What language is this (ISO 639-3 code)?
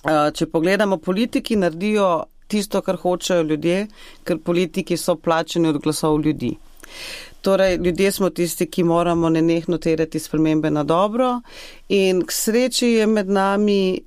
slv